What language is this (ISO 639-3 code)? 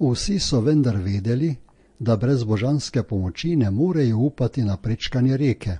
slv